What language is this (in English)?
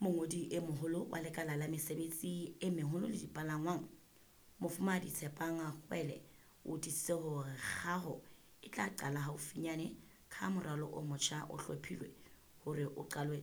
Southern Sotho